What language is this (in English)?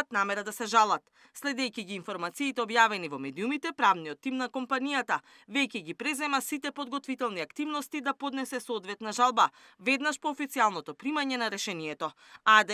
Macedonian